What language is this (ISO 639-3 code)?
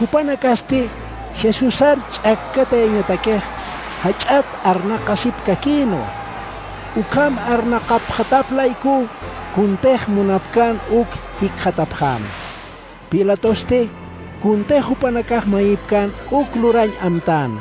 aym